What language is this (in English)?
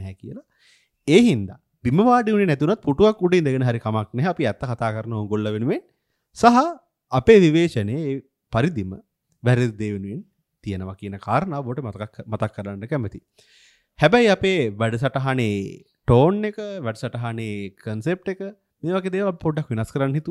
Sinhala